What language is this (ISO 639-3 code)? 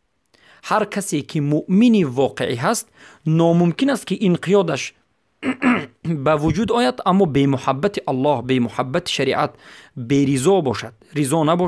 fas